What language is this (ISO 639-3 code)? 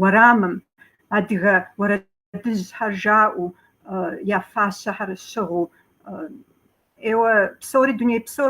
kbd